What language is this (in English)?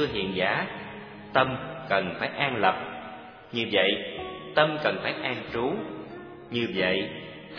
Vietnamese